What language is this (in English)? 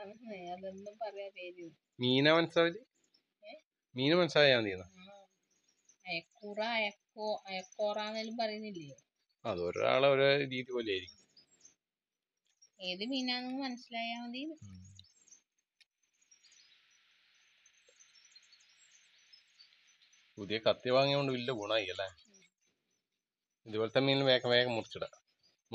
Malayalam